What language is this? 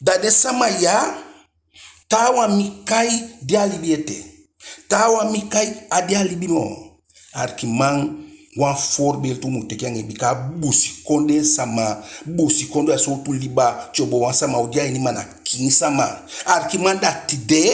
Eastern Maroon Creole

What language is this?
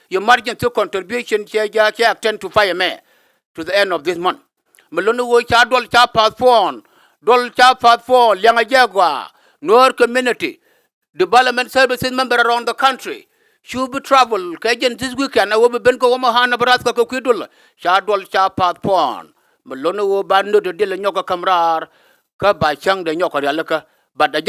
Nuer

